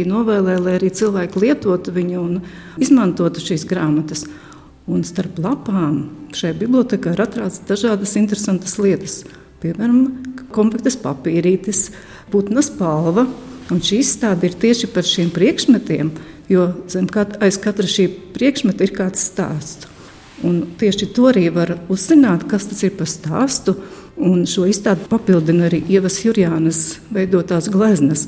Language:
Latvian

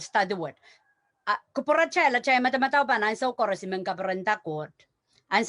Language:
Pohnpeian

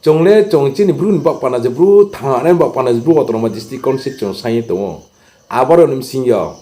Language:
Riang (India)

